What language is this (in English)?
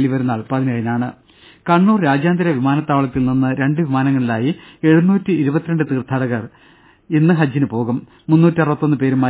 Malayalam